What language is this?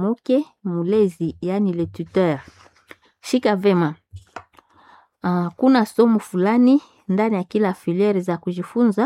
Swahili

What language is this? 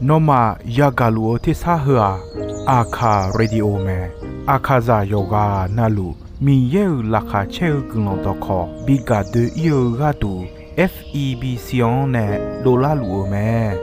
Akha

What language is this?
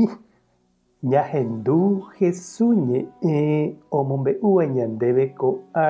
Guarani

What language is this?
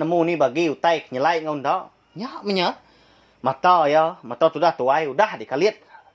Iban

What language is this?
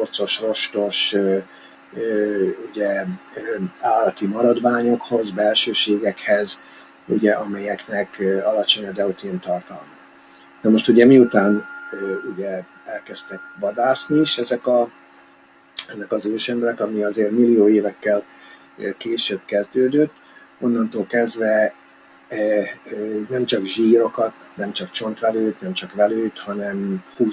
Hungarian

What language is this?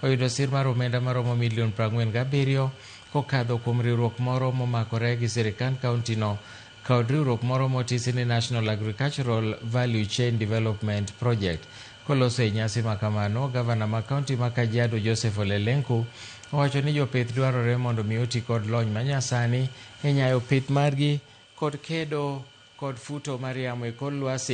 Luo (Kenya and Tanzania)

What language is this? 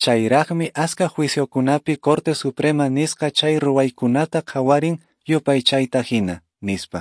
Quechua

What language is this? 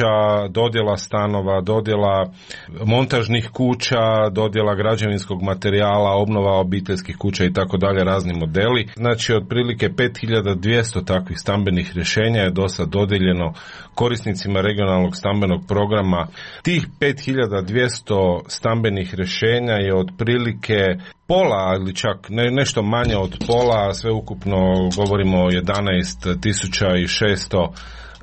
Croatian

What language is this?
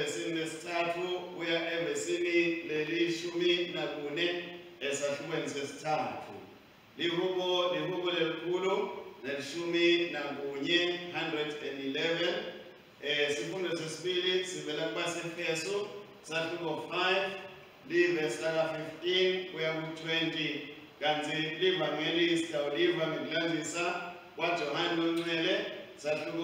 Swati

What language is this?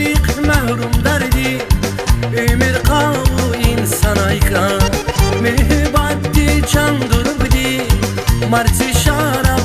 Tabassaran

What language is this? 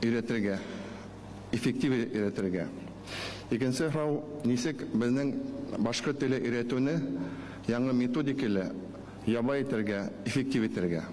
Bashkir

